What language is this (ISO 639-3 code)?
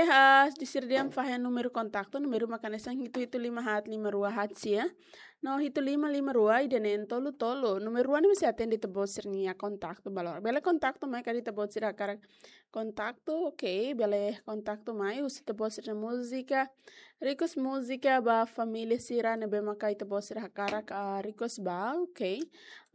tet